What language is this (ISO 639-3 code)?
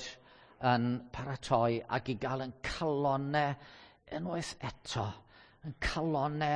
cym